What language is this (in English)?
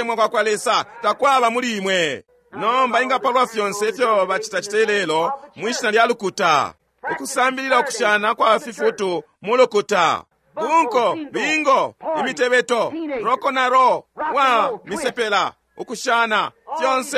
Bemba